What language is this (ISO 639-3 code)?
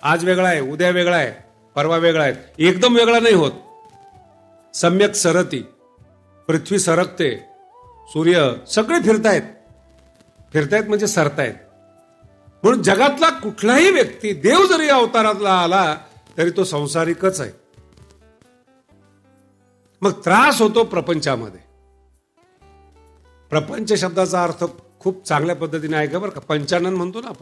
mar